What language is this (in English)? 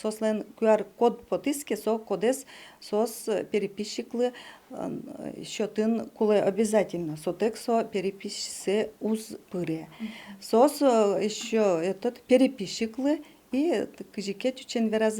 Udmurt